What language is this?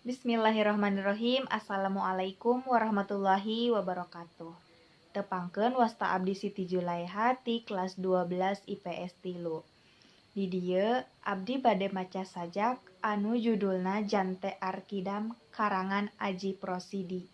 Sundanese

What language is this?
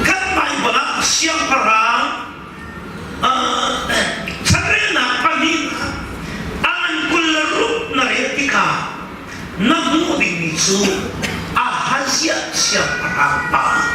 Hakha Chin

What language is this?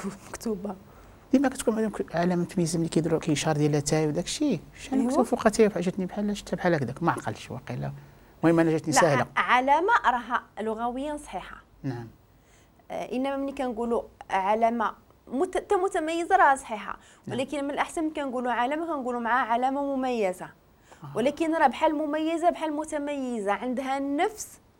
Moroccan Arabic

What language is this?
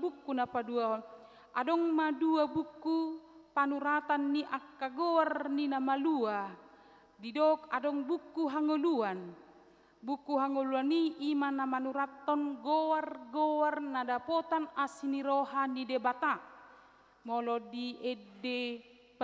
Batak Toba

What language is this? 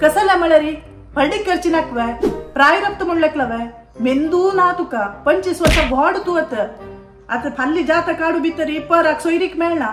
Konkani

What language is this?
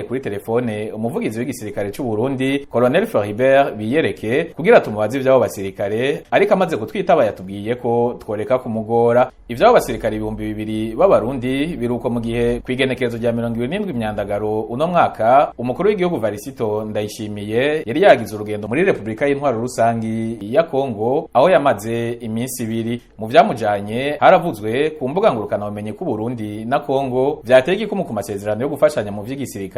Rundi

